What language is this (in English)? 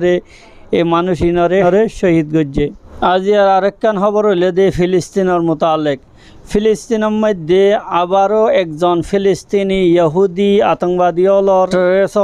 Rohingya